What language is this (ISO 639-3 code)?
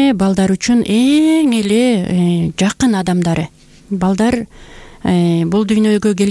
kir